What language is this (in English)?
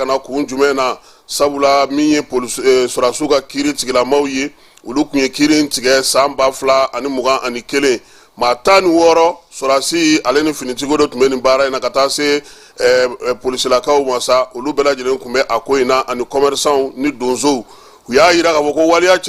Bambara